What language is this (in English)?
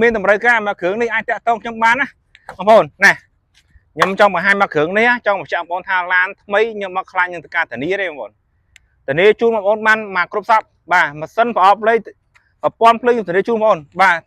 Khmer